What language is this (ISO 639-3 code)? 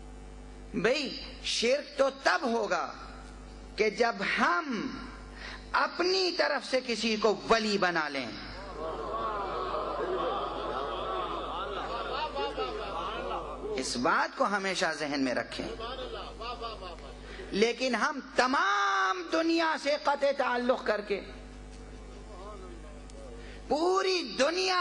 urd